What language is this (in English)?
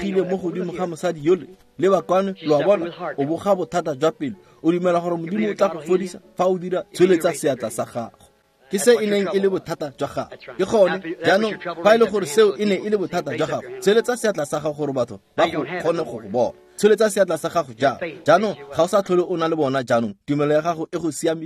Tswana